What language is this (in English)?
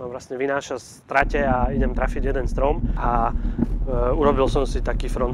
Slovak